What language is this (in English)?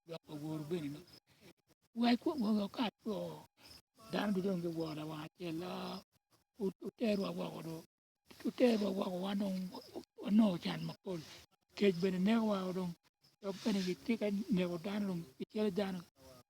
Acoli